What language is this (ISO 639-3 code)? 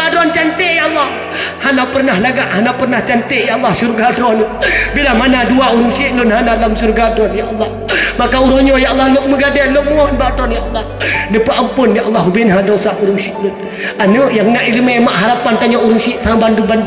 ace